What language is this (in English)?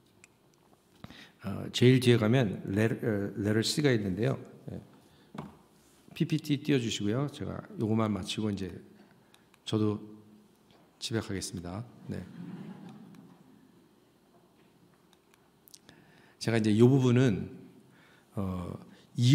Korean